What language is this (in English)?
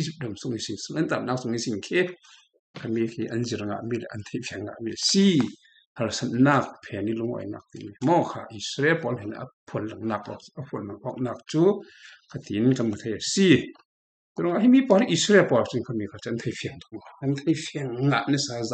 Falam Chin